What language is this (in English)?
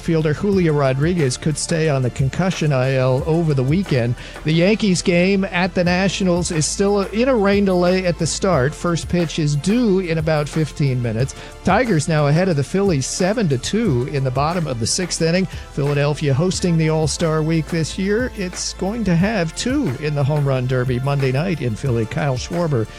English